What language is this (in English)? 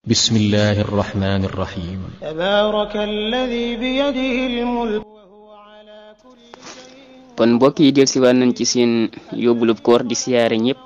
Wolof